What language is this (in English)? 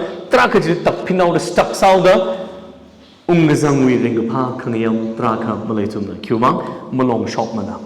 Tangkhul Naga (India)